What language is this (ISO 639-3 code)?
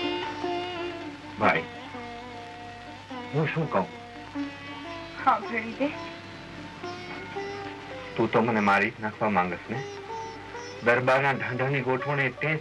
guj